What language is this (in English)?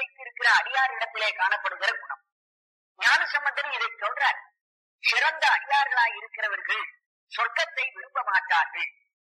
Tamil